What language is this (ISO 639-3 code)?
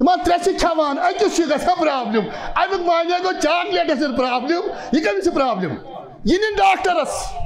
kas